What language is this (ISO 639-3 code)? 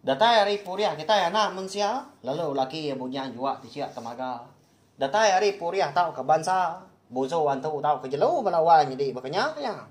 iba